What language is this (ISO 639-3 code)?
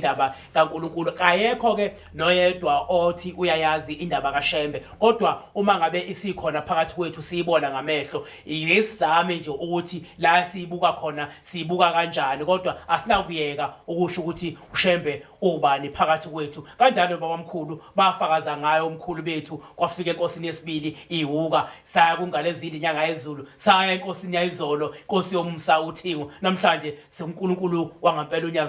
zul